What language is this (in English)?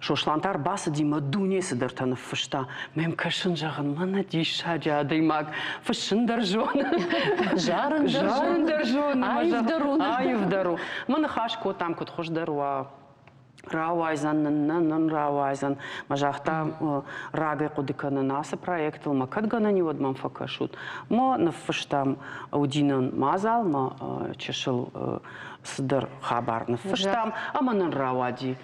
Ossetic